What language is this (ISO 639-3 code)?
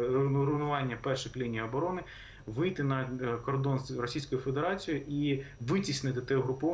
ukr